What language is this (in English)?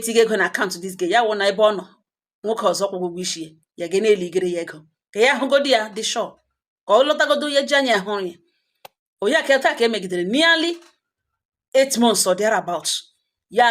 Igbo